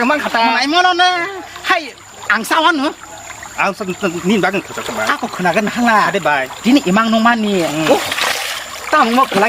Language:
Kok Borok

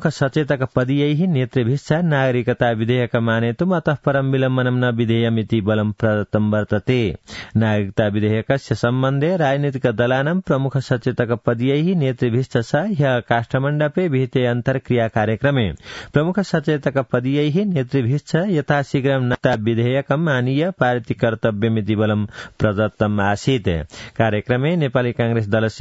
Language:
Sanskrit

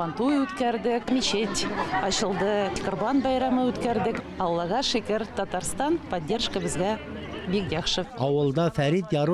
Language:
Tatar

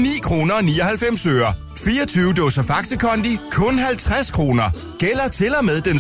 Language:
Danish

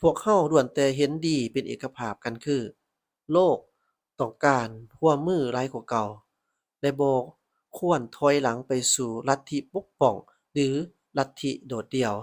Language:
Lao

